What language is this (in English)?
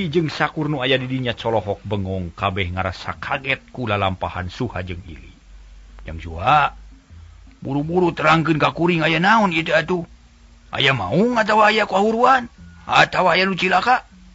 Sundanese